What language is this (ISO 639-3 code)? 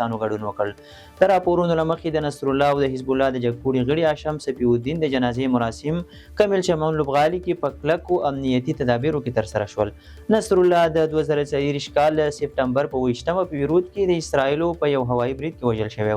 pus